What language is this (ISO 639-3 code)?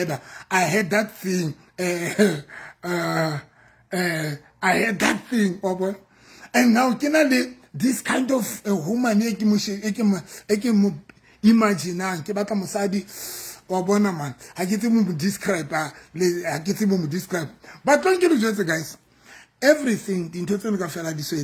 sot